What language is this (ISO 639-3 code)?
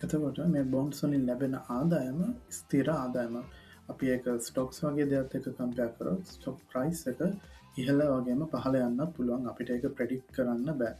sin